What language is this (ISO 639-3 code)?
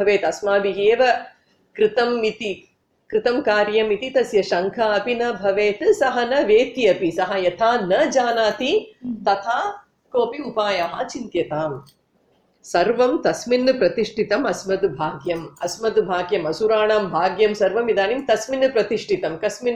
san